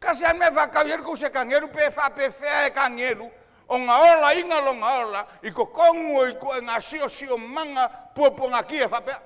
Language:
Samoan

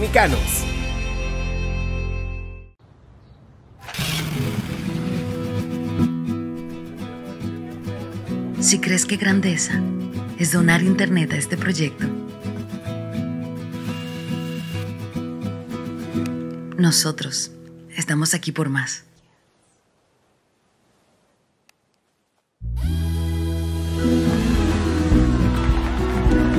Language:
Spanish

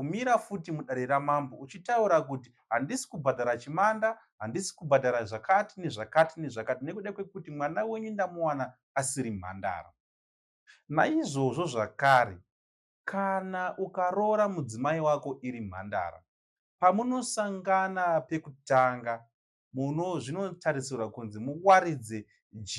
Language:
Shona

